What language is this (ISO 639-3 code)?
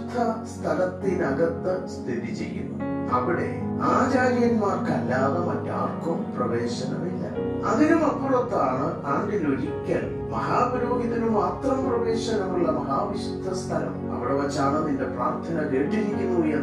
mal